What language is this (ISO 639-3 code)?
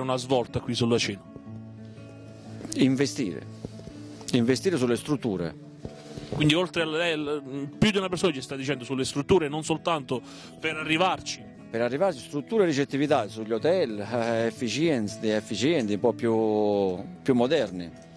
ita